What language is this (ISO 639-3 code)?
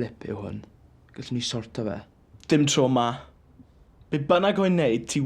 cym